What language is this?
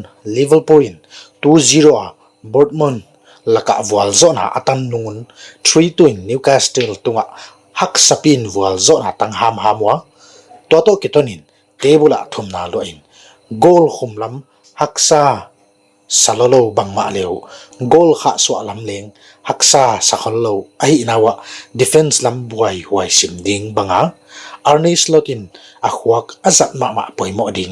Paite Chin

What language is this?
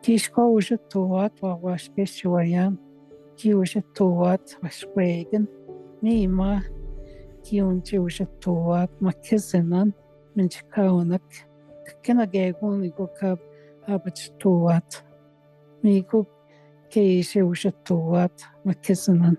Northwestern Ojibwa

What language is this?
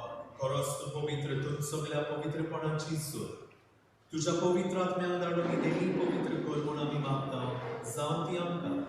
Konkani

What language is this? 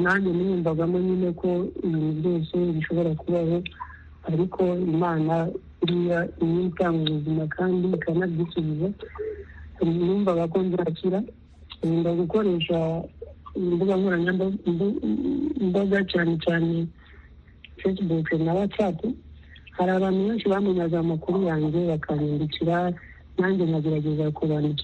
Kinyarwanda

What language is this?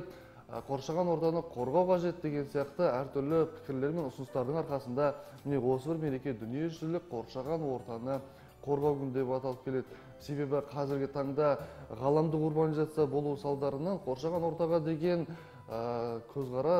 Kazakh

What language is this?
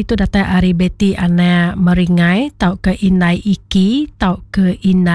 Iban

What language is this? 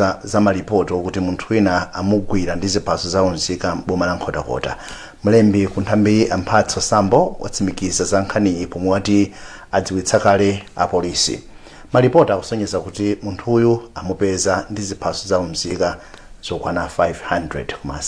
Nyanja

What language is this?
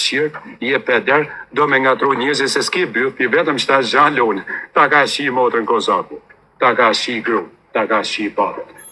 Albanian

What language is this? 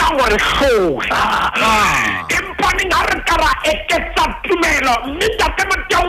Southern Sotho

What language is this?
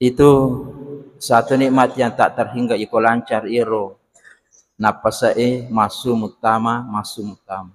Buginese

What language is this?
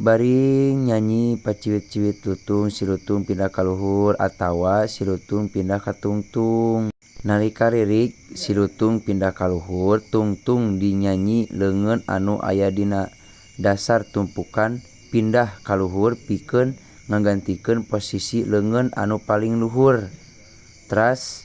Sundanese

